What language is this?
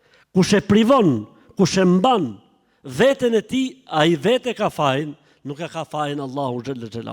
Albanian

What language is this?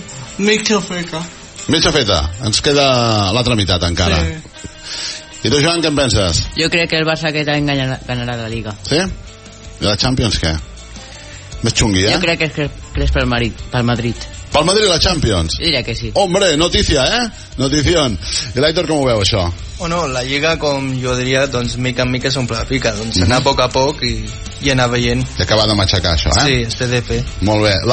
Catalan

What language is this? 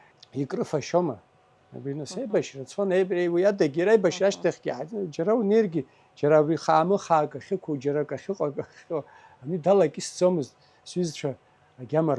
Abkhazian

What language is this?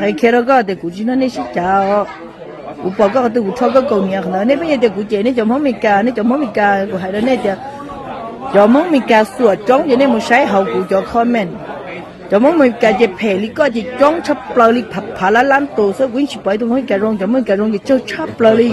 Hmong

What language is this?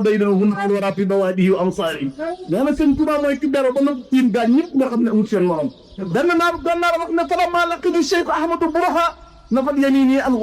Wolof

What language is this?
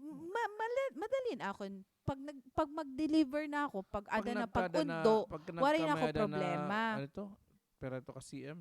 Waray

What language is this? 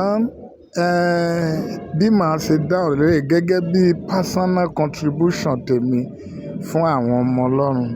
Yoruba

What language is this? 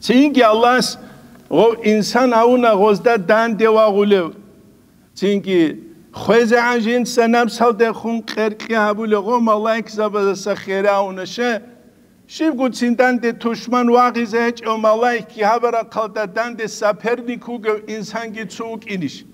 Avaric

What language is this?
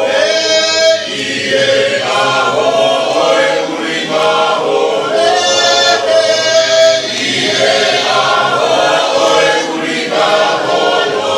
Tongan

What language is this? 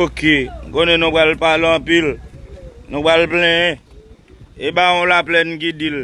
Haitian Creole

